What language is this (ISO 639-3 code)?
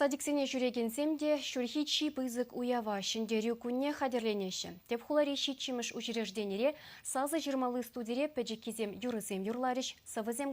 chv